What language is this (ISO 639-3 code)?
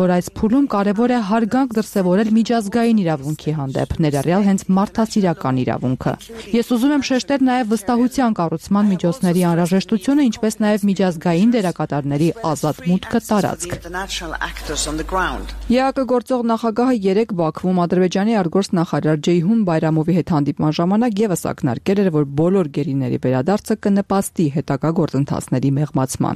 hye